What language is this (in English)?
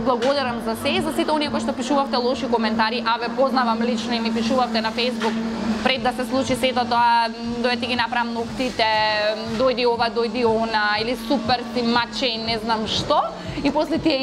Macedonian